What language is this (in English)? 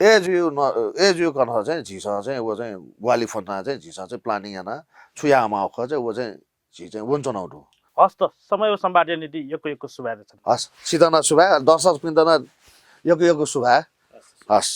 Newari